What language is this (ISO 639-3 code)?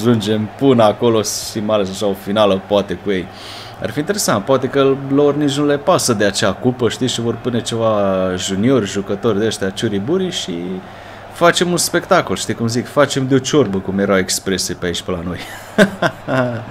ron